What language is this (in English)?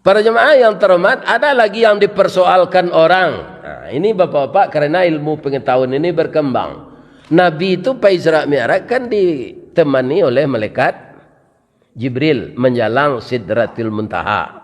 Minangkabau